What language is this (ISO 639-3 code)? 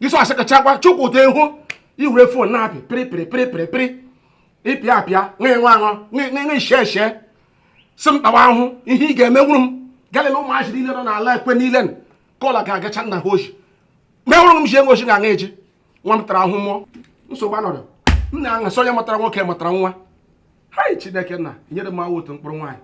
ibo